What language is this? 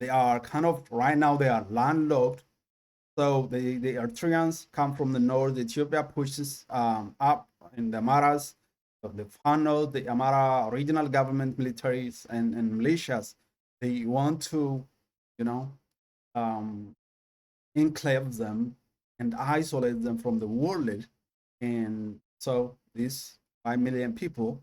English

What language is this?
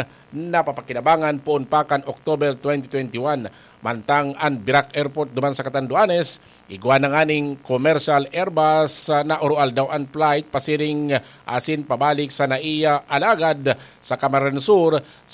Bikol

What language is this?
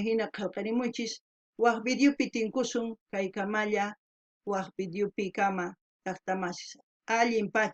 South Bolivian Quechua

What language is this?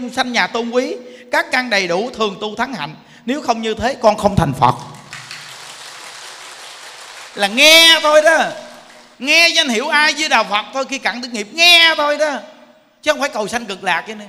Vietnamese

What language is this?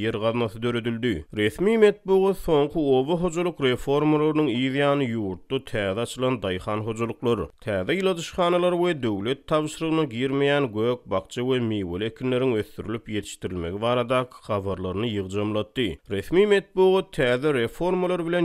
Turkmen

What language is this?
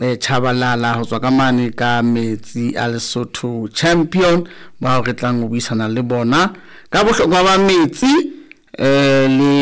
Southern Sotho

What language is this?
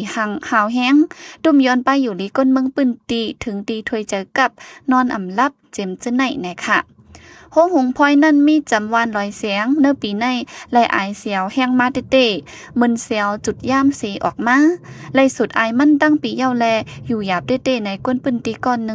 Shan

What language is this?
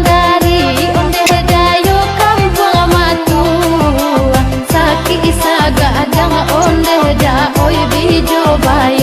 Minangkabau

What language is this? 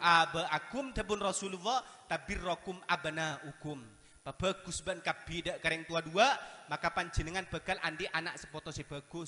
Madurese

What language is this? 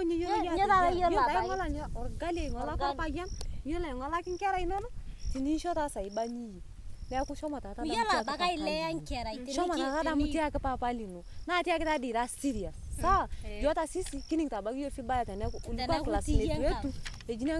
Masai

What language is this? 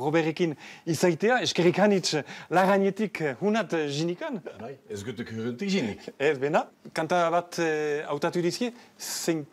Basque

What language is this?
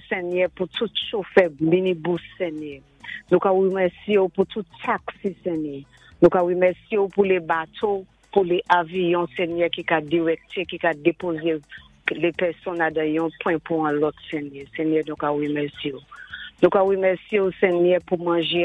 Saint Lucian Creole French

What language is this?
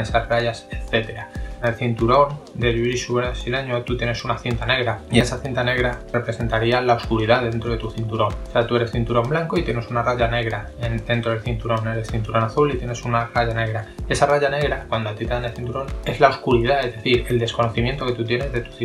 Spanish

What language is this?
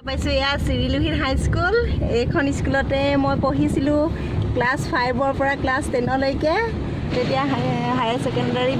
Assamese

